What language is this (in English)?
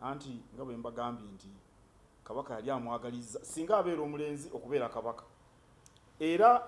Ganda